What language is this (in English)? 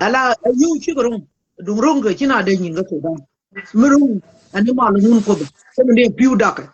Nuer